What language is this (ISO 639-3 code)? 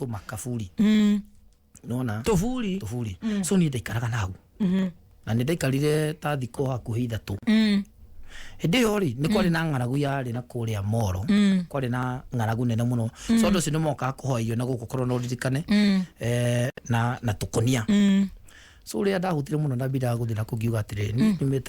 kik